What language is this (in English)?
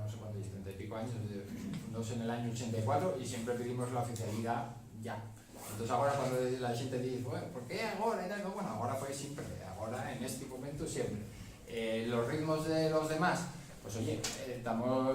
Asturian